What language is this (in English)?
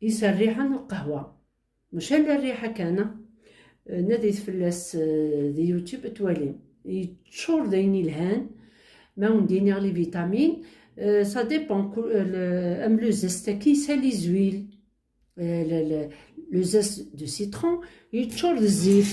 Kabyle